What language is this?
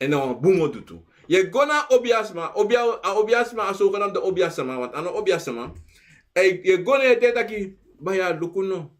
Sranan Tongo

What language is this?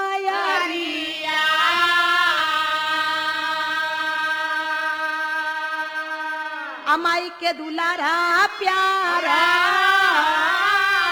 Bhojpuri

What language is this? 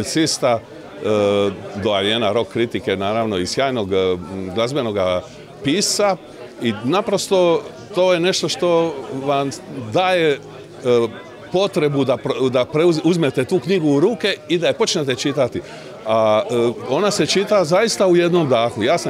Croatian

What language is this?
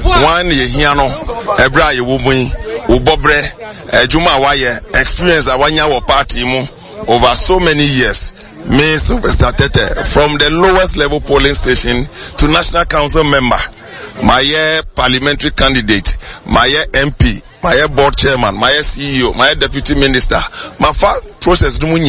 Akan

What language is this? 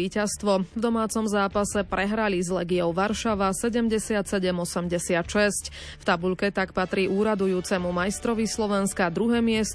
Slovak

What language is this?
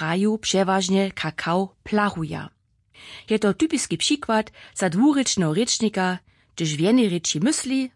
Upper Sorbian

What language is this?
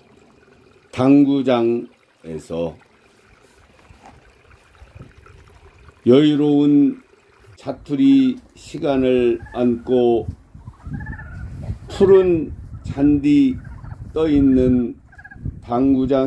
Korean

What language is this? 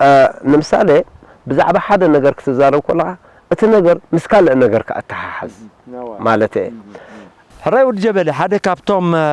Tigrinya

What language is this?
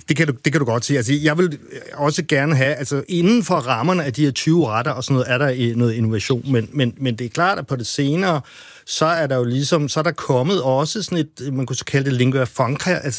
Danish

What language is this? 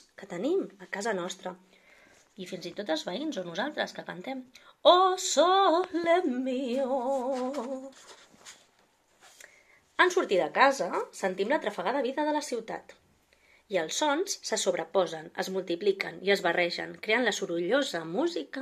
Catalan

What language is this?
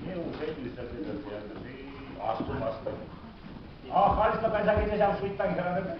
Chuvash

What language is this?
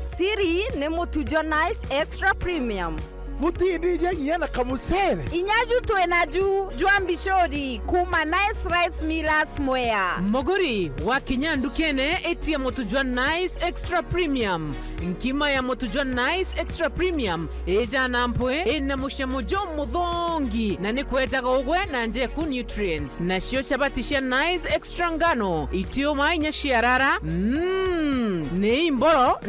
Meru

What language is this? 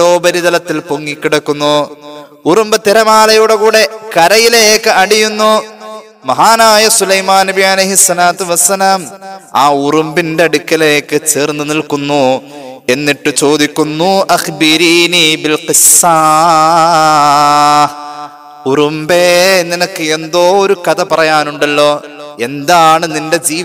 Malayalam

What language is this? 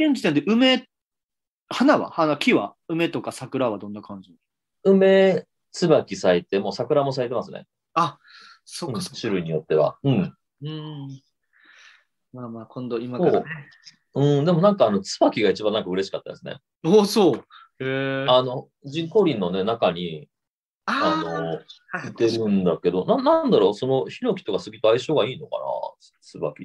Japanese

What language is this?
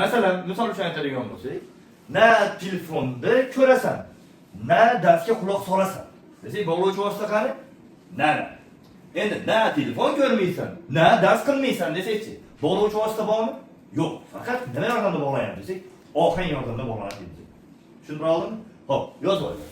Uzbek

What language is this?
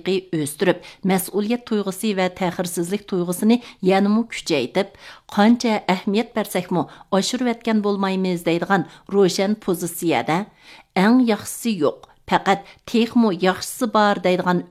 Uyghur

